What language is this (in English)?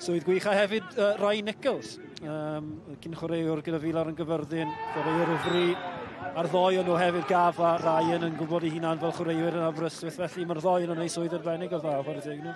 Welsh